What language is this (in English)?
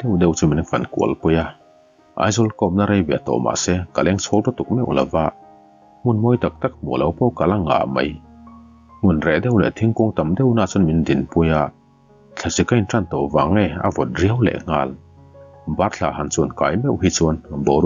Mizo